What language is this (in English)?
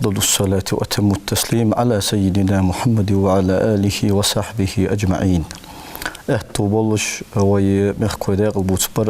Ingush